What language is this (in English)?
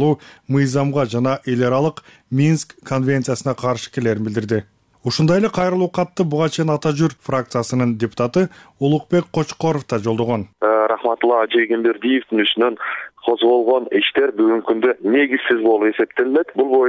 Kyrgyz